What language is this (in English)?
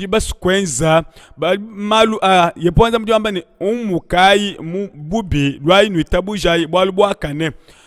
Luba-Lulua